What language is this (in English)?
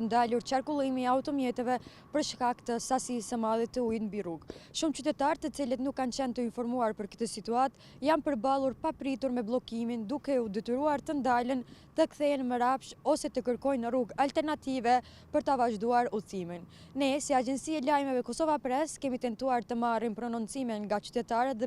Albanian